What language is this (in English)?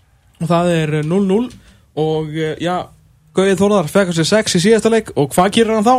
Icelandic